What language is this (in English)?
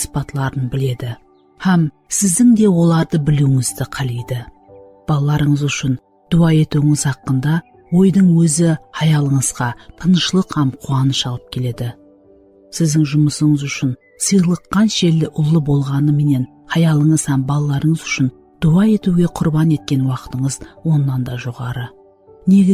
Kara-Kalpak